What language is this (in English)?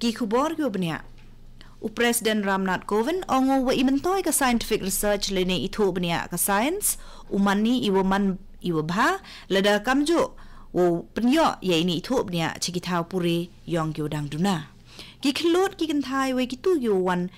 Khasi